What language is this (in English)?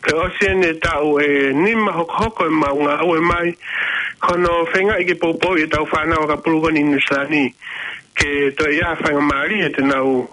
Tongan